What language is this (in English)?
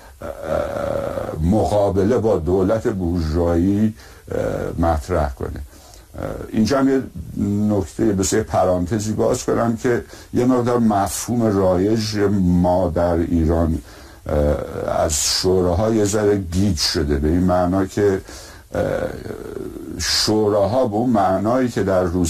Persian